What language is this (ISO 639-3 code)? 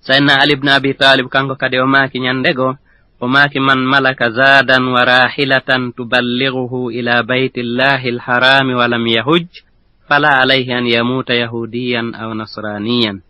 ful